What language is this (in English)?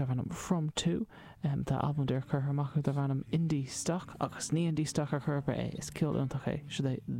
Irish